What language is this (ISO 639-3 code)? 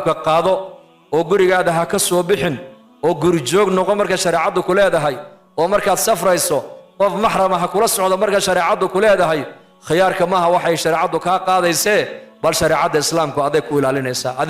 som